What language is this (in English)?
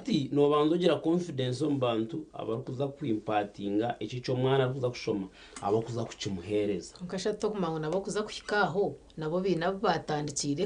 Nyankole